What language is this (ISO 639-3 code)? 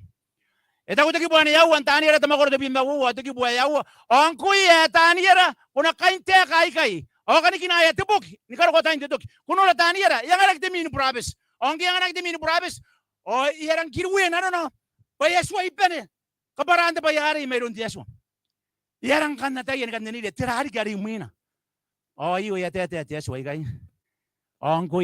gil